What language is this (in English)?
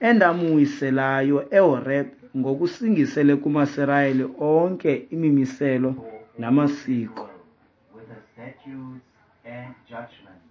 Xhosa